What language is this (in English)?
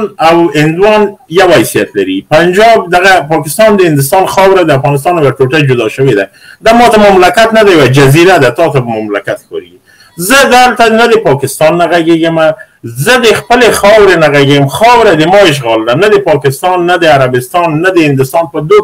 Pashto